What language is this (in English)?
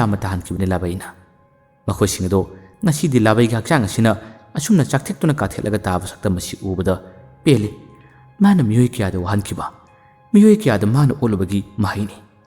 Manipuri